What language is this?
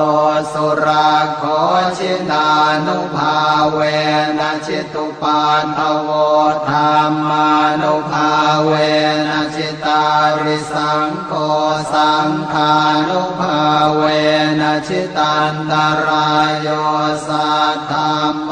Pali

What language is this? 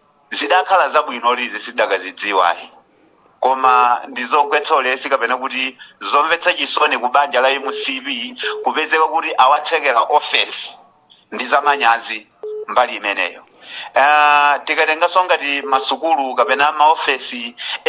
Nyanja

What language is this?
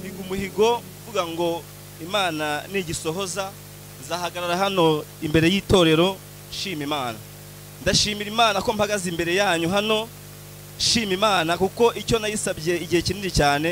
Kinyarwanda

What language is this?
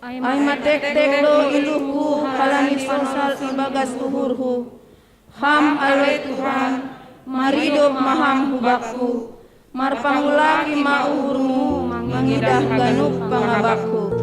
Batak Simalungun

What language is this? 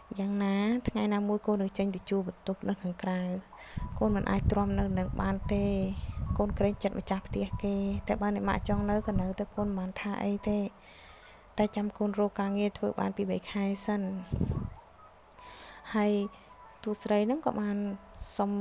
Khmer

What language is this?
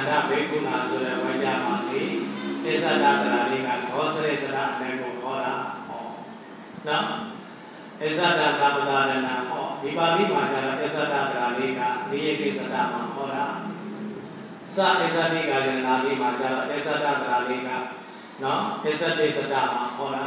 Burmese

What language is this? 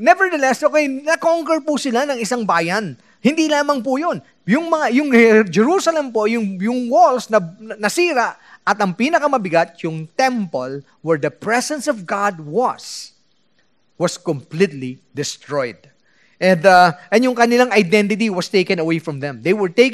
Filipino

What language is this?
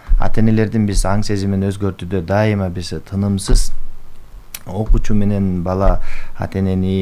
Kyrgyz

